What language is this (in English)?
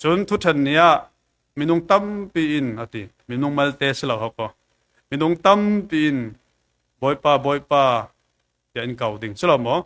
Falam Chin